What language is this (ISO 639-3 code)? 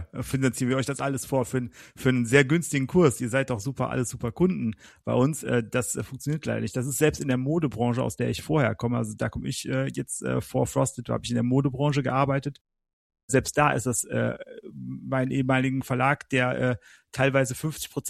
deu